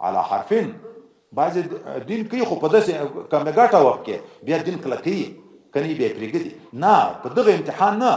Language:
Pashto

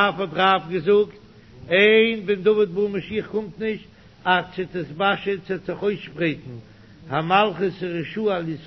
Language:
Yiddish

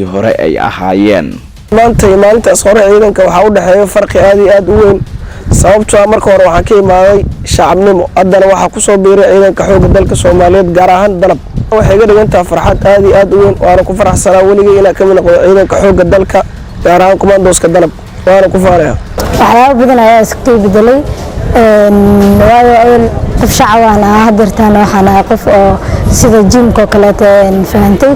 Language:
Somali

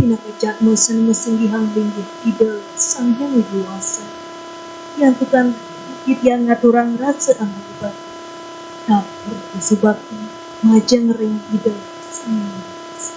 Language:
Balinese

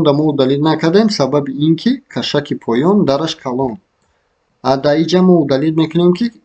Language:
Tajik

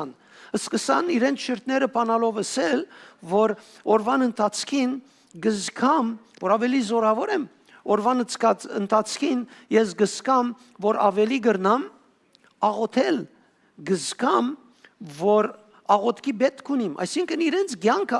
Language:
Western Armenian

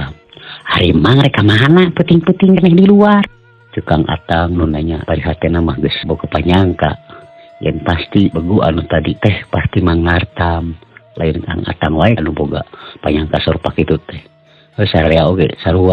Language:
Sundanese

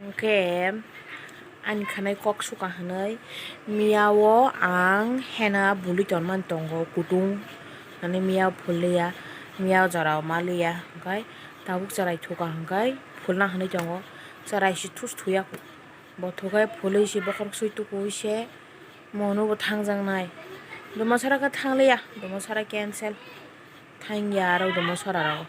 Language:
Kok Borok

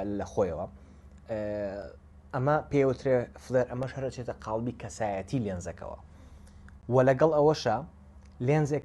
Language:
Central Kurdish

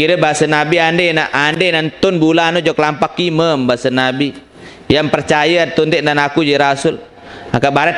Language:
Sasak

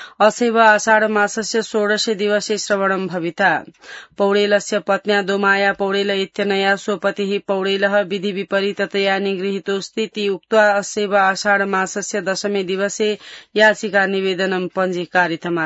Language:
Sanskrit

